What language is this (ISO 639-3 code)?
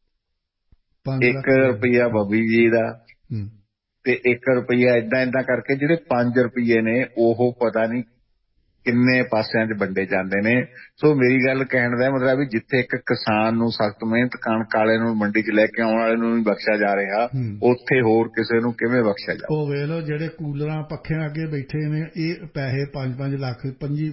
pan